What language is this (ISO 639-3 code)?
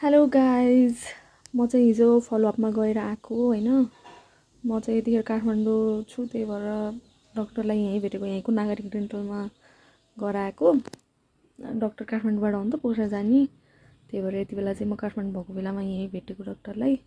nep